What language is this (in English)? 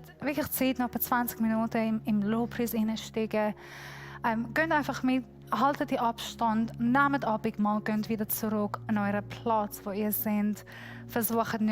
Swiss German